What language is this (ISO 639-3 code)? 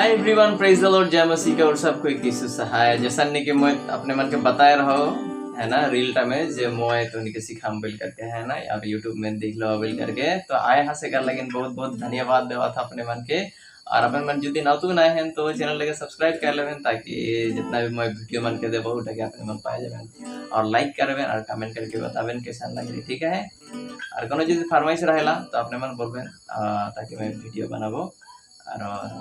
sck